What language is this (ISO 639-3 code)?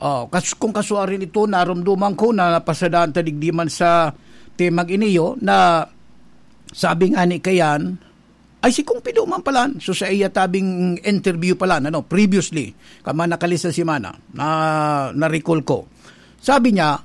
bik